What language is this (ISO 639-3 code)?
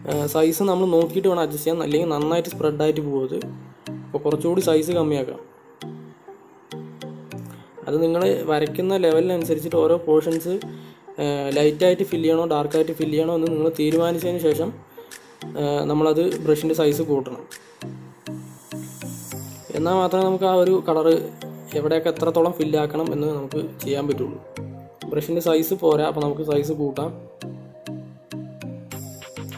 mal